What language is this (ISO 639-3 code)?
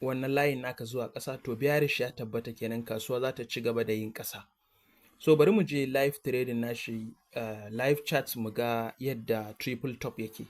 hau